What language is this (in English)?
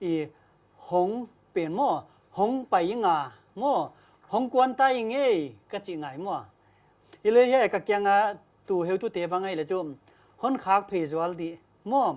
Paite Chin